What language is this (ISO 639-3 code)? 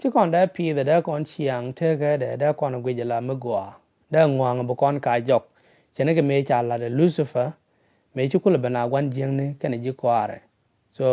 nus